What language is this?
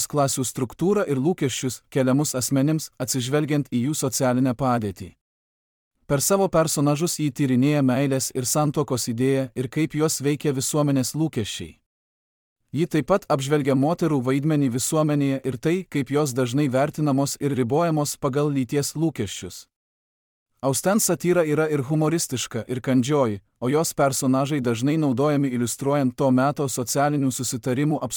Lithuanian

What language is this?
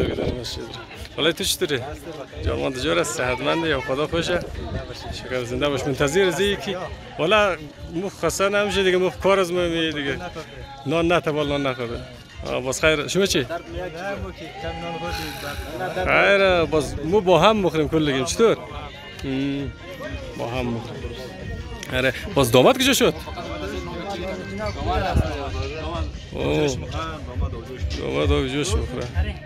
Persian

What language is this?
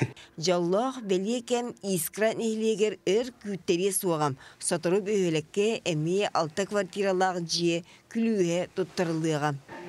Yakut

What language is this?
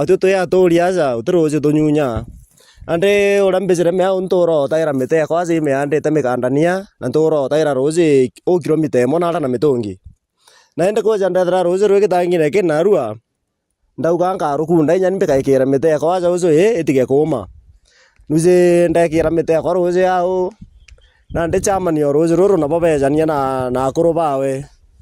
Meru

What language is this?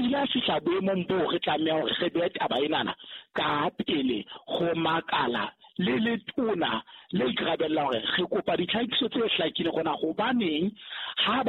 Southern Sotho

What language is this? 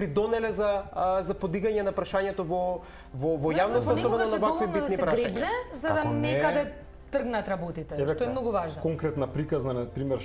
Macedonian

